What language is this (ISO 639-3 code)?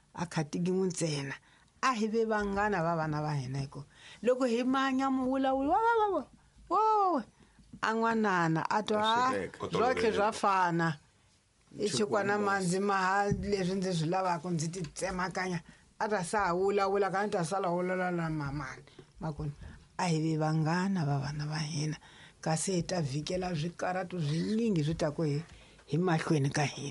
tso